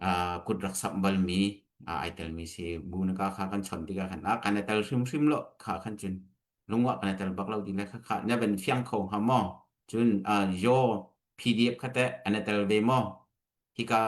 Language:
Falam Chin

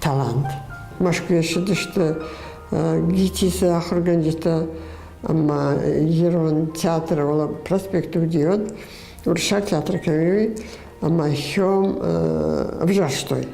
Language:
Ossetic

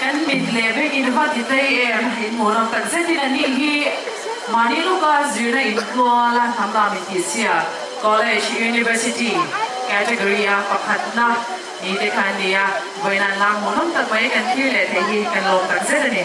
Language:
Hakha Chin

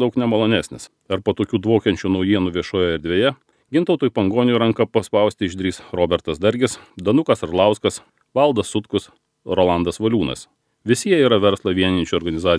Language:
Lithuanian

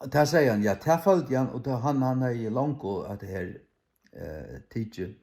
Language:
Faroese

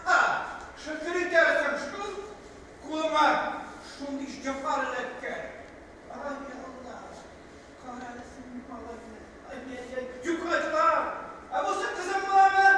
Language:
Tatar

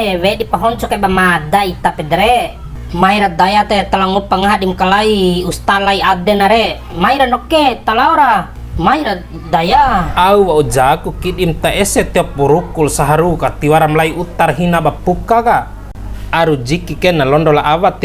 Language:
Bima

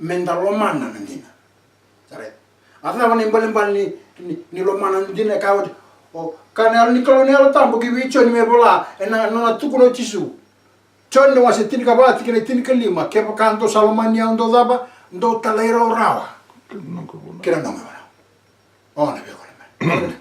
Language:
Fijian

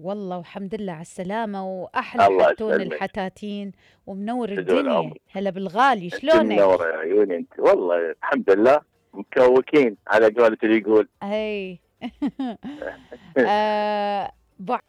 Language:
Mesopotamian Arabic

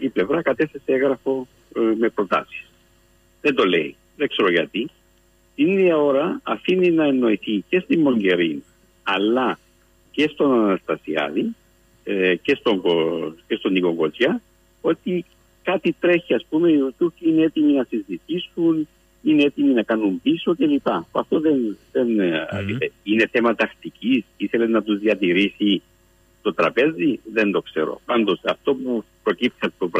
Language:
Greek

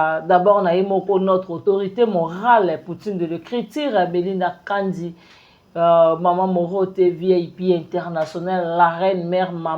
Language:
Lingala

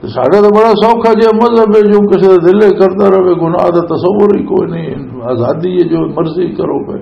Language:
Western Panjabi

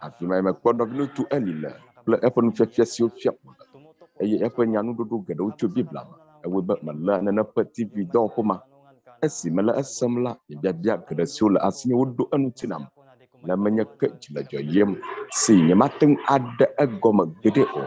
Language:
Ewe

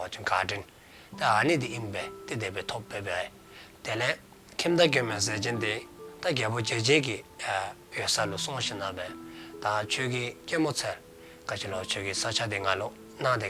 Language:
Dzongkha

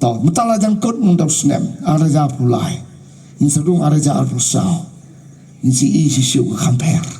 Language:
Khasi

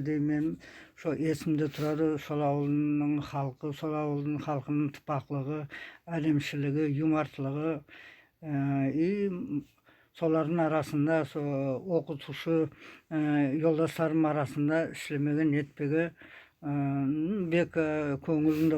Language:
Nogai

